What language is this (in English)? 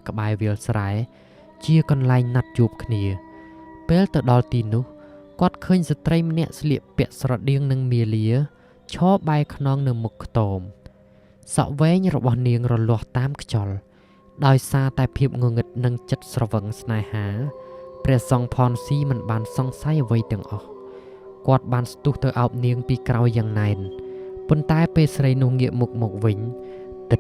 Khmer